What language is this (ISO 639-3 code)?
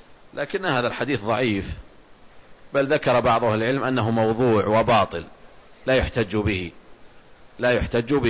ara